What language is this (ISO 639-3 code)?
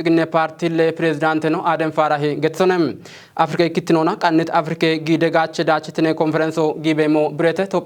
kbr